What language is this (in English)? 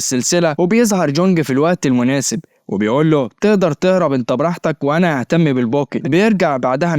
Egyptian Arabic